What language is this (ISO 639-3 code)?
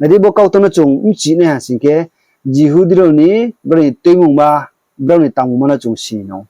ria